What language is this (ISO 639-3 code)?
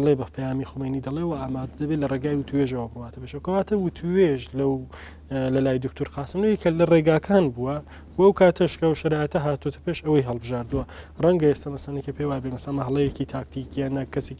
ckb